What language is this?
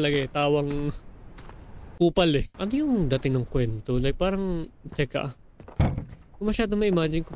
Filipino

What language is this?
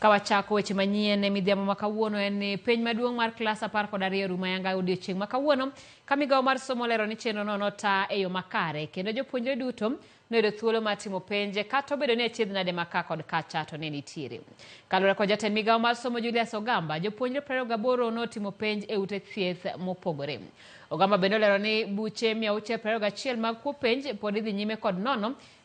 Luo (Kenya and Tanzania)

